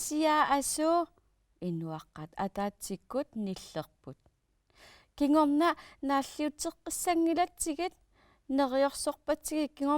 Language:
Kalaallisut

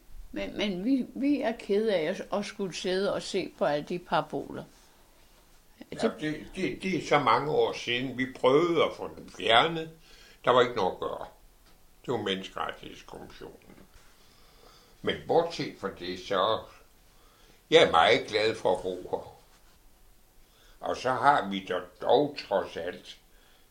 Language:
Danish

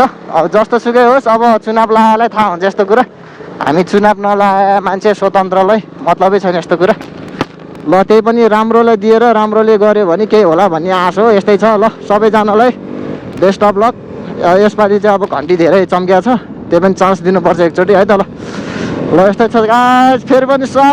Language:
Nepali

